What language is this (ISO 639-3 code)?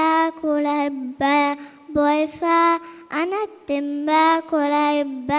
div